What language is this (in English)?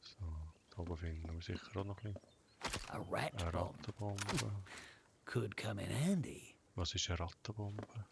Swiss German